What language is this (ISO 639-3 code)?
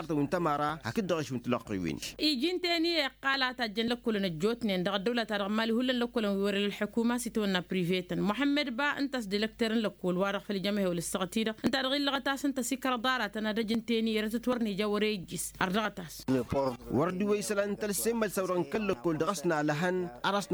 taq